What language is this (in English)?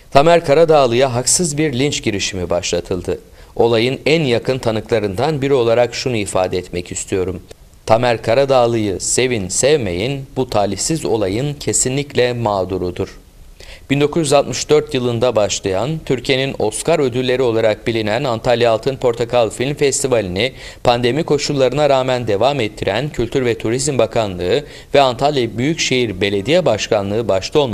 Turkish